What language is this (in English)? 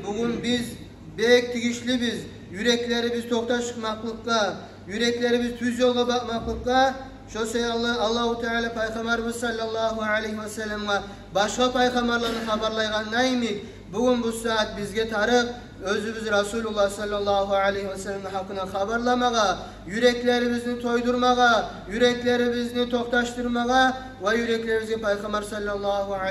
Kumyk